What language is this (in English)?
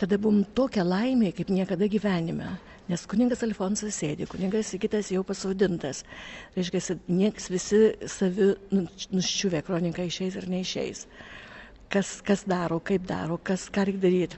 Lithuanian